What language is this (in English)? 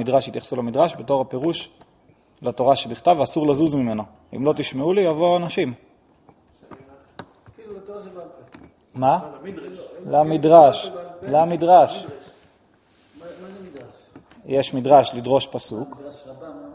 Hebrew